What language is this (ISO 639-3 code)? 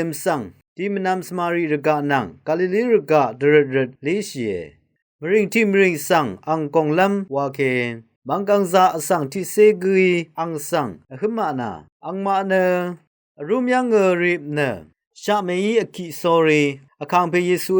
raw